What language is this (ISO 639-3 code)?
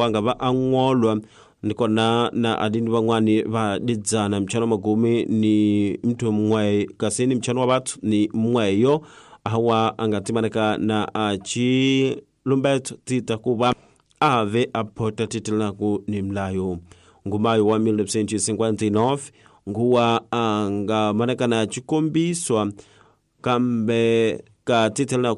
tso